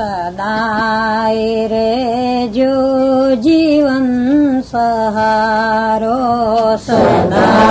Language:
Gujarati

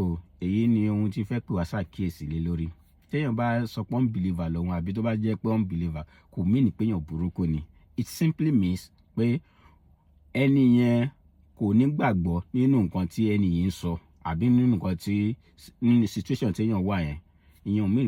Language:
Yoruba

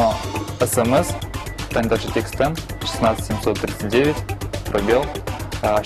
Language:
Udmurt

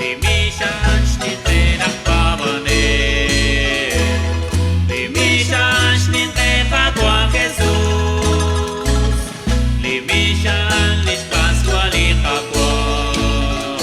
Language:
Kekchí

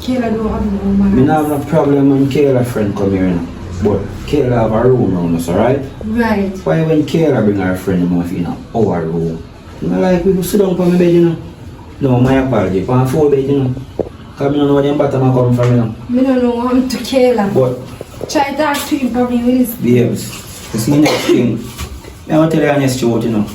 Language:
Jamaican Creole English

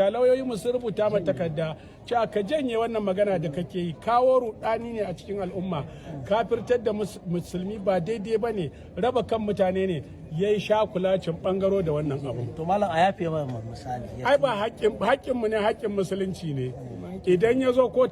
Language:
Hausa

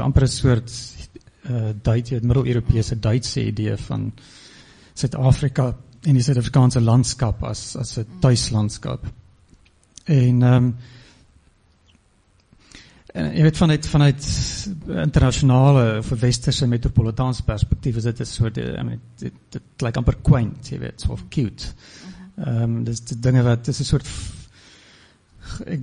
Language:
Afrikaans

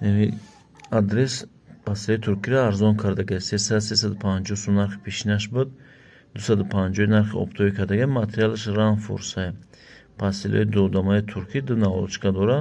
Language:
Tajik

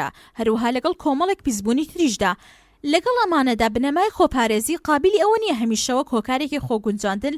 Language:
Central Kurdish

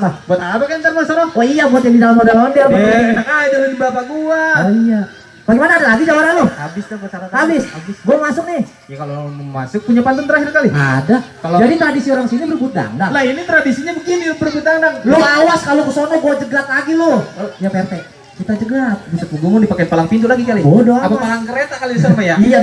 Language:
Betawi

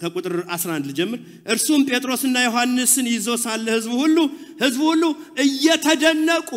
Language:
Amharic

